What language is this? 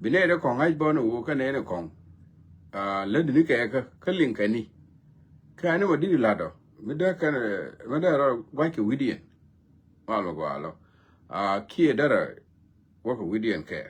Nuer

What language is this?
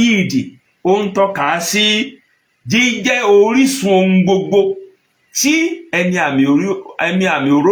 Yoruba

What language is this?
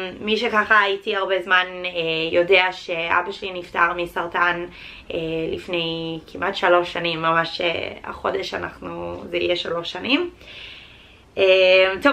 Hebrew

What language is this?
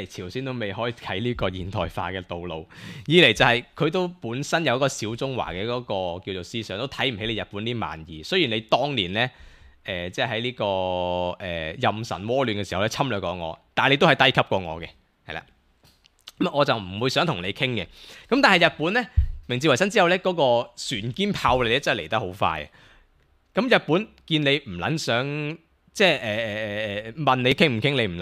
Cantonese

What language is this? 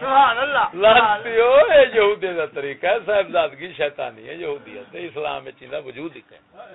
Saraiki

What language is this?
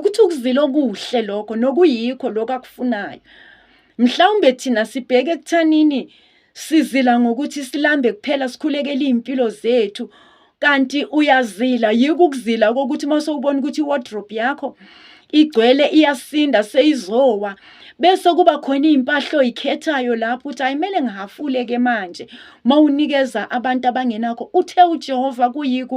Zulu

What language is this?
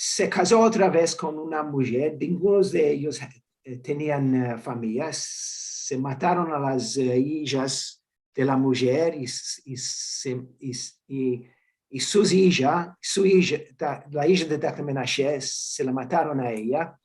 Ladino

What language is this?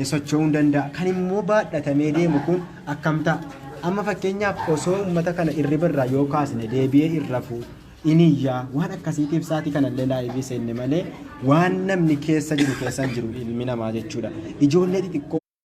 Oromo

